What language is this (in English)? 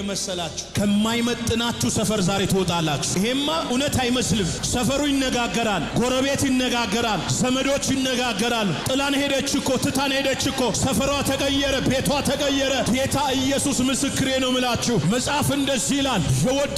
Amharic